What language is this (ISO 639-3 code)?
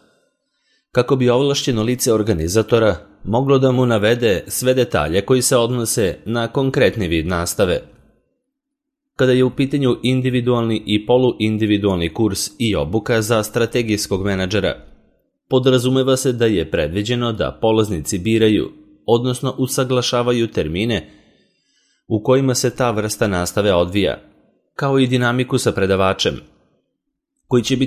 srp